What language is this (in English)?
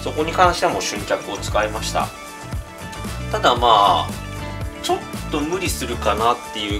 Japanese